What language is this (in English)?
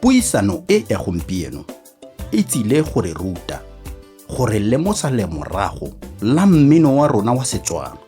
Tswana